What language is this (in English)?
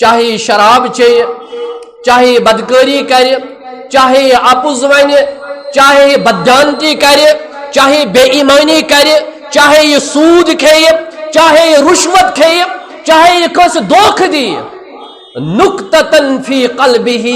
Kashmiri